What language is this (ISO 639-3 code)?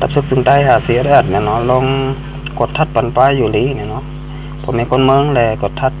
shn